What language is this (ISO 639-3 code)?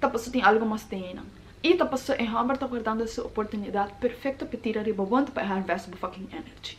pap